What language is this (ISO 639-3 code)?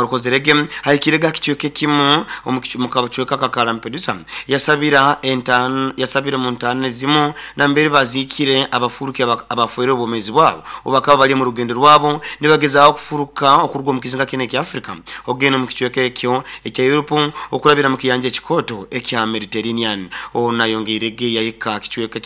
nyo